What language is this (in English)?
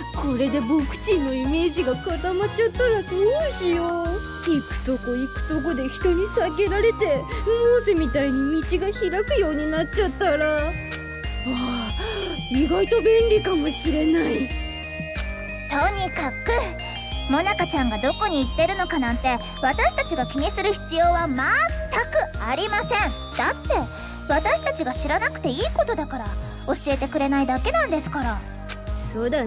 Japanese